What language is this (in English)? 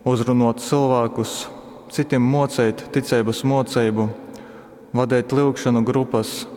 Latgalian